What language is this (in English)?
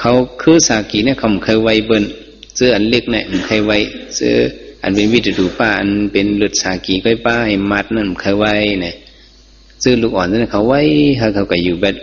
Shan